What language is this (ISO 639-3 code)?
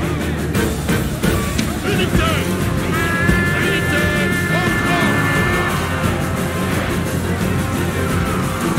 fra